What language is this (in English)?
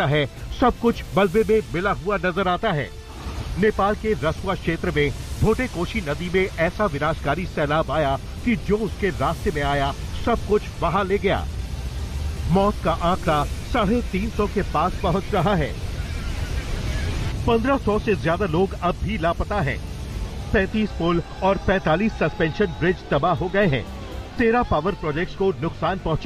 Hindi